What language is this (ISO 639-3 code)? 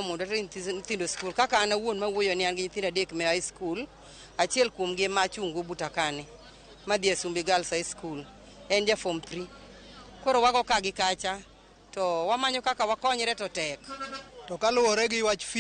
luo